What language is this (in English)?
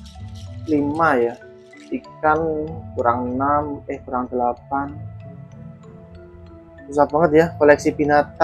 Indonesian